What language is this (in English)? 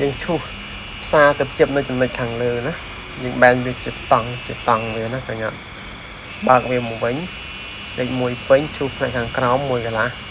Khmer